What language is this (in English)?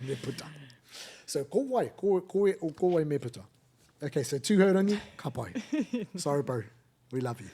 Māori